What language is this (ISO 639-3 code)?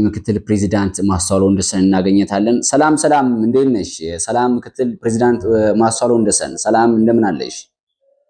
amh